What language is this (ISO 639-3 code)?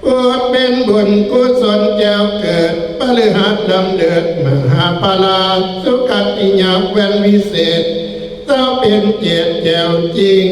tts